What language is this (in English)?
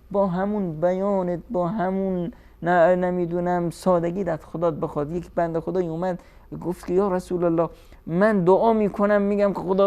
Persian